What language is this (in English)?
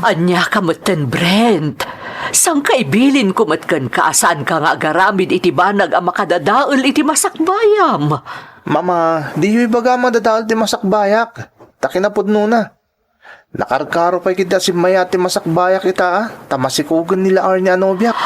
Iloko